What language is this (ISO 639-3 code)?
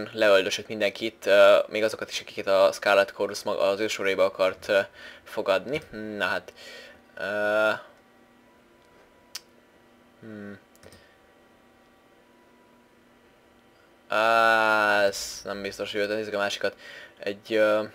hun